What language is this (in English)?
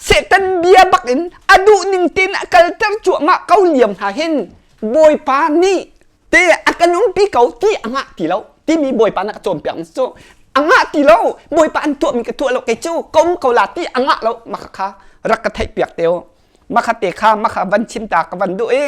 Hakha Chin